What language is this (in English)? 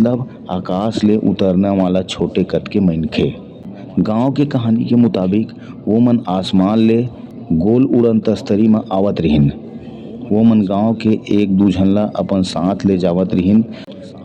Chhattisgarhi